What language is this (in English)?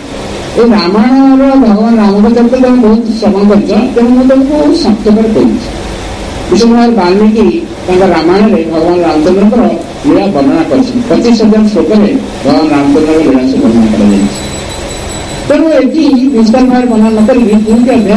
Odia